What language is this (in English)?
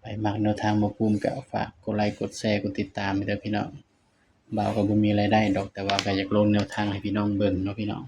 Northeastern Thai